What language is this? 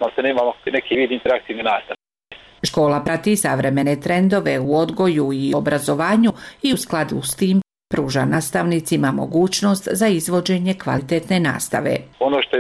Bosnian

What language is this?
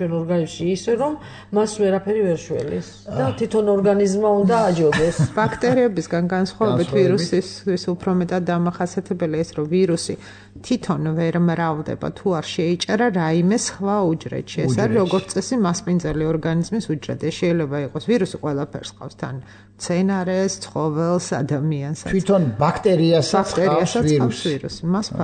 Georgian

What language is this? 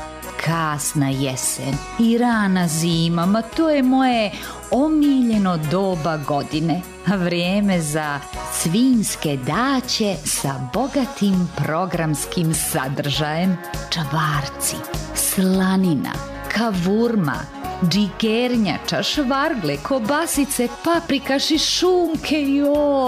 Serbian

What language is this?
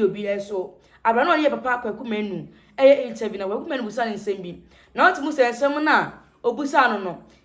Akan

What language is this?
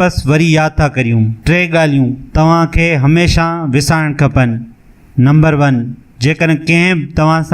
Sindhi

